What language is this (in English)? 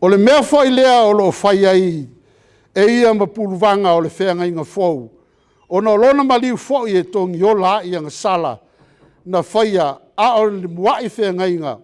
Samoan